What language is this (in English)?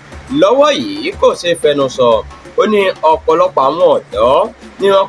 Yoruba